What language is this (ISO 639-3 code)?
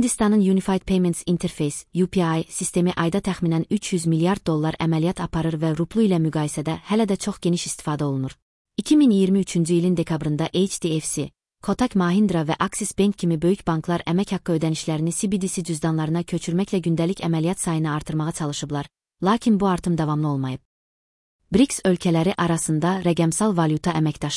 aze